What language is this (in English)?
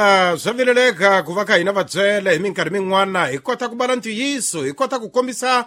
Tsonga